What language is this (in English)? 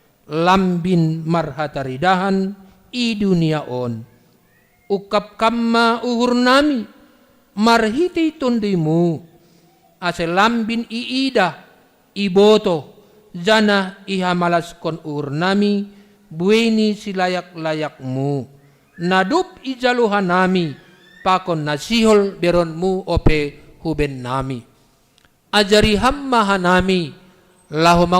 Batak Simalungun